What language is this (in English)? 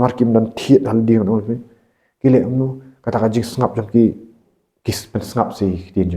Khasi